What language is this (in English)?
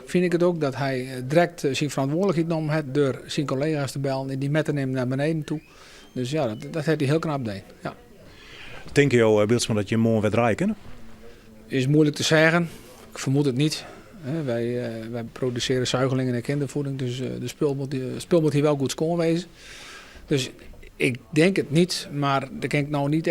Western Frisian